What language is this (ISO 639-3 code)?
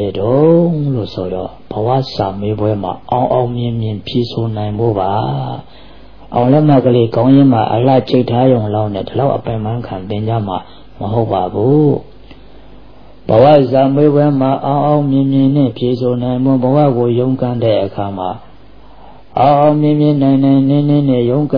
mya